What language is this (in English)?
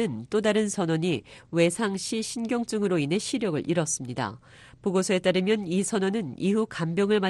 Korean